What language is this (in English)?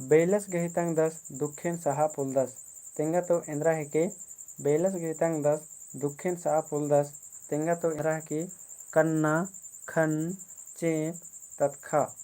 Kurukh